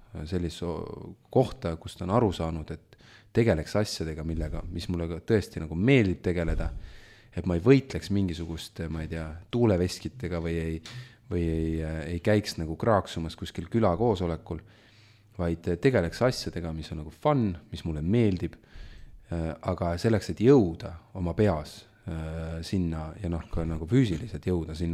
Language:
Estonian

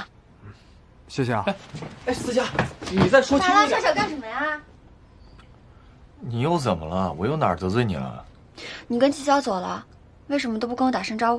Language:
Chinese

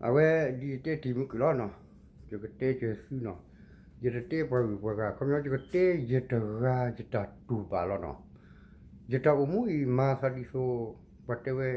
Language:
S'gaw Karen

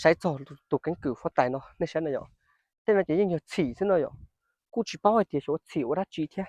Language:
Hmong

